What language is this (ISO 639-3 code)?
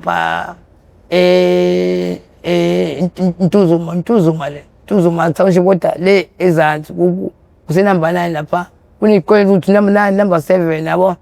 zul